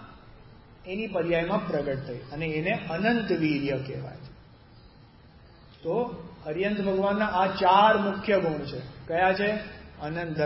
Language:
Gujarati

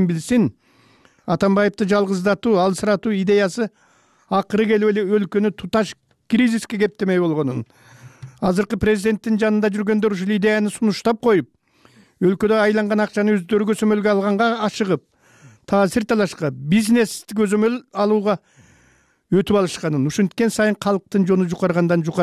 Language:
Kyrgyz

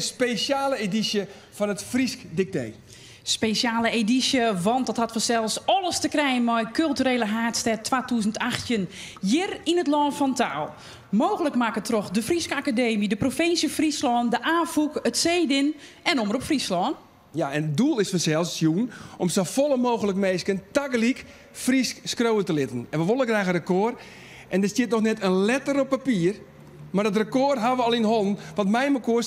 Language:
Western Frisian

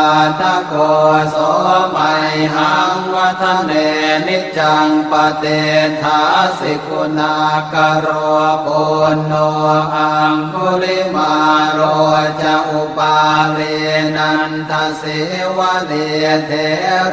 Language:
Pali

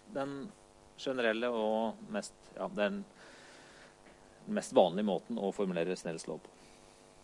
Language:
Norwegian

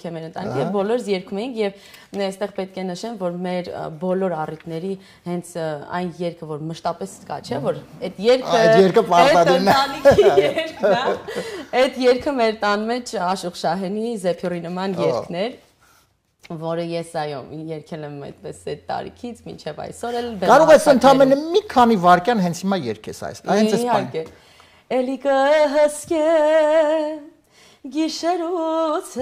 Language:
Armenian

